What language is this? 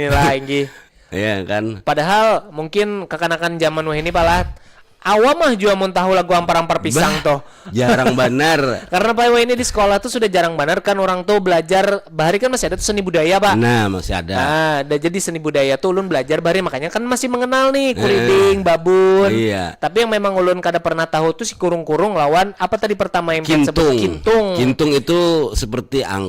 Banjar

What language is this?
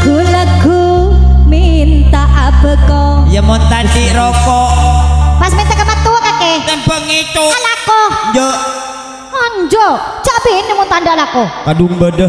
Madurese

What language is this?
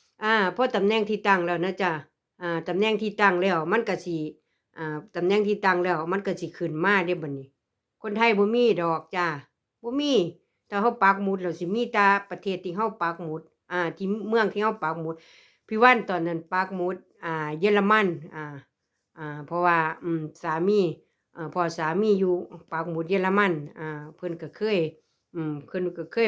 Lao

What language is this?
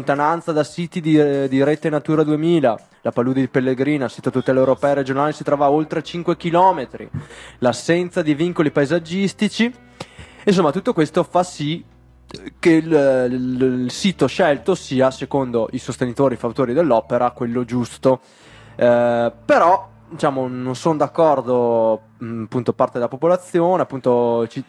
Italian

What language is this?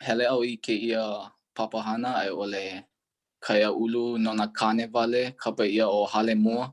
Hawaiian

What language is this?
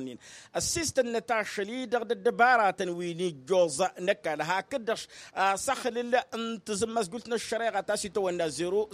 Tamasheq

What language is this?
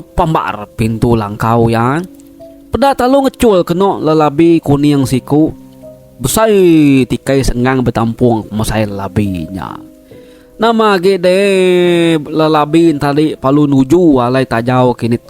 Iban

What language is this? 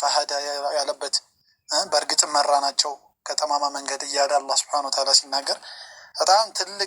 Amharic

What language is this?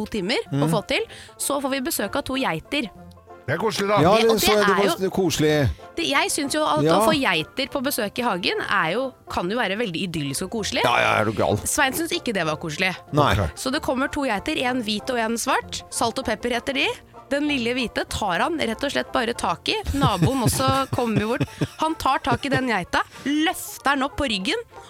Norwegian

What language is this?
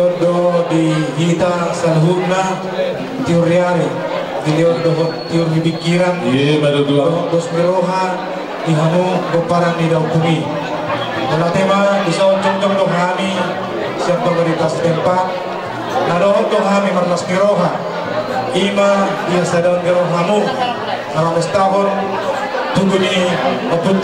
Batak Toba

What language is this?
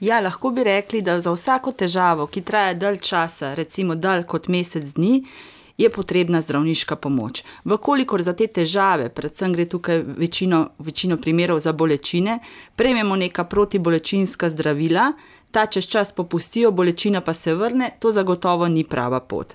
Slovenian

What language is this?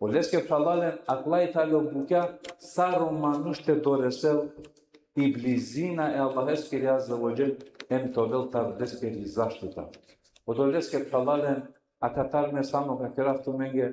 Balkan Romani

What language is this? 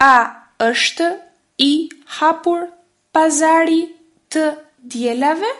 Albanian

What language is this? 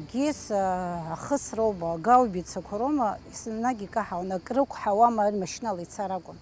Abkhazian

